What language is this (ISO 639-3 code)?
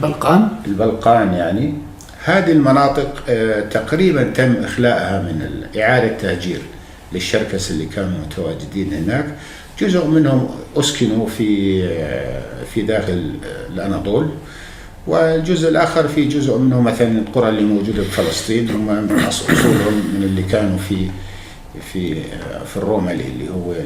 apc